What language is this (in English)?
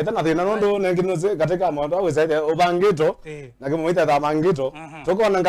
Kamba